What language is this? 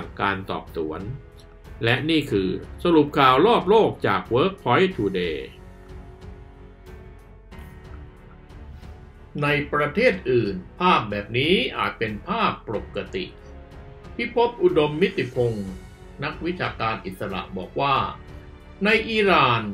Thai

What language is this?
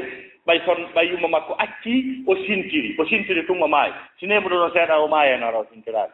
Fula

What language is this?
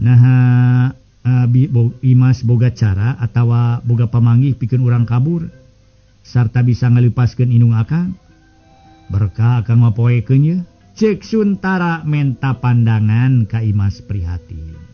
Sundanese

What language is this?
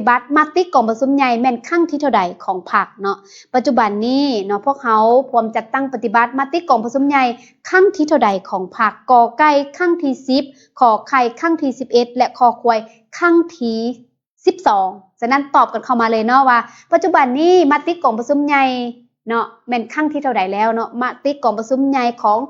Lao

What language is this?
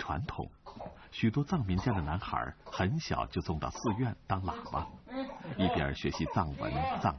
Chinese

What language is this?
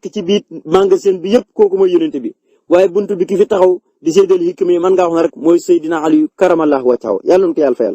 Wolof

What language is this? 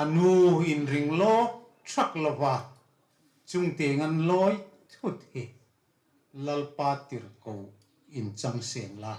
Hmar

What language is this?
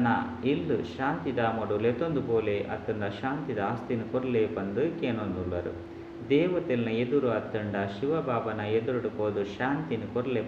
Tulu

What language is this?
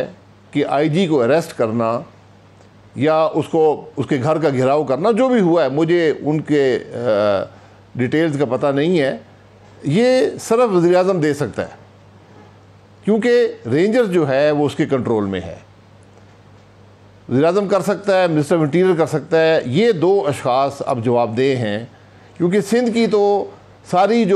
Urdu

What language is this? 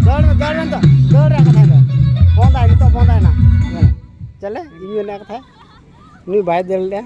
Santali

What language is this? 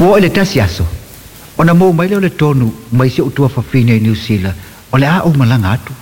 Samoan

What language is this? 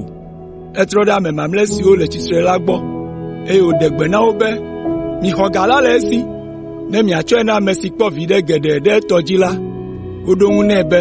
Ewe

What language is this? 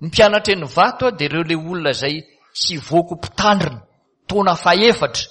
Malagasy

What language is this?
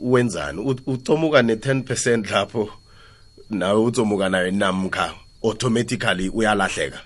South Ndebele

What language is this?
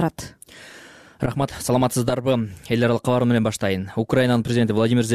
Kyrgyz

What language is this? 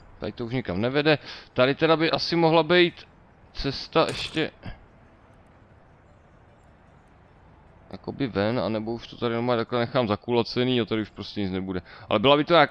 Czech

